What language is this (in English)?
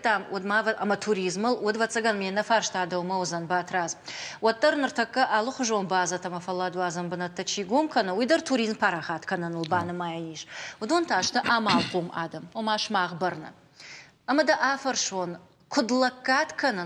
Ossetic